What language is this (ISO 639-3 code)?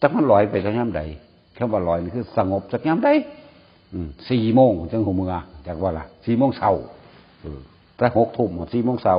tts